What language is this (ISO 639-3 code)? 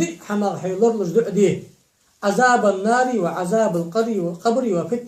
inh